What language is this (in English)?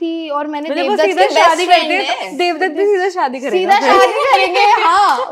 Hindi